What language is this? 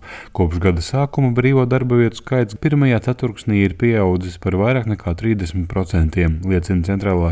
Latvian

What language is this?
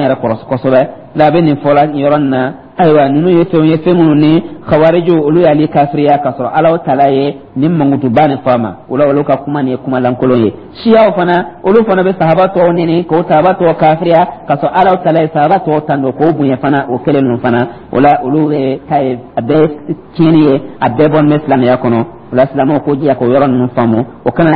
Dyula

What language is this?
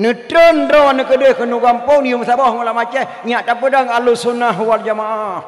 Achinese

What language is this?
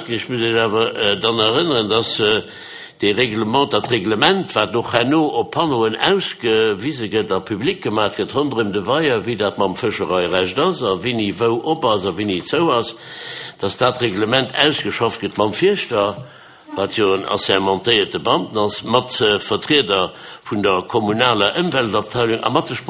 Luxembourgish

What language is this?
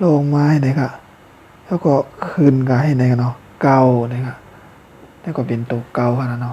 Shan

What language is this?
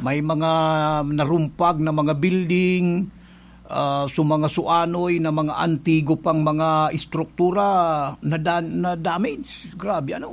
Bikol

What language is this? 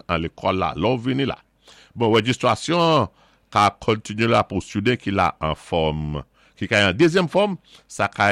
Saint Lucian Creole French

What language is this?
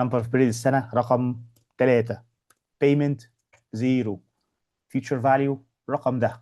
Egyptian Arabic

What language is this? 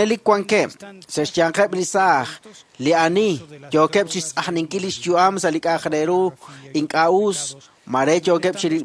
Kekchí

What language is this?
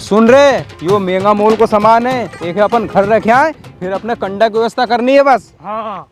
Rajasthani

